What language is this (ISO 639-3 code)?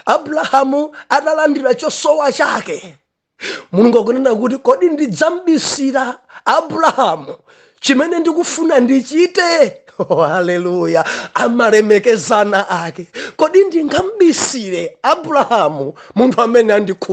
nya